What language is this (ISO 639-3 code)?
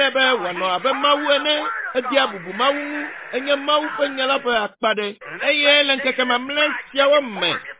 ewe